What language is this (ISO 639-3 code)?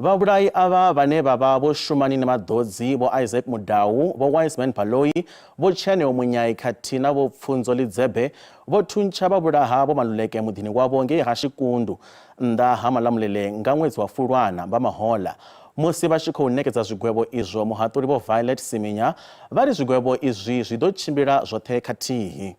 ven